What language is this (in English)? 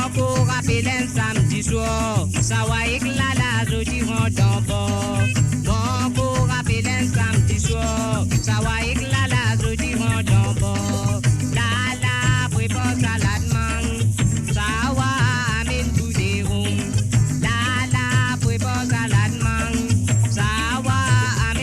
Morisyen